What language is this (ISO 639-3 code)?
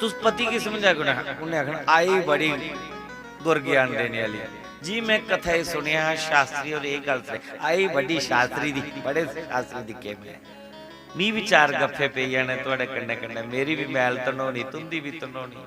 doi